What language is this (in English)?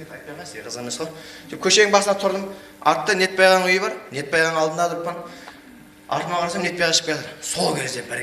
Kara-Kalpak